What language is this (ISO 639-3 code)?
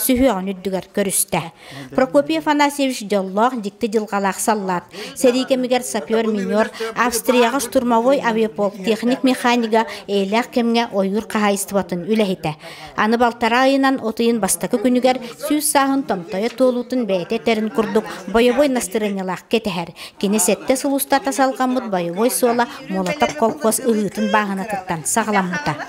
sah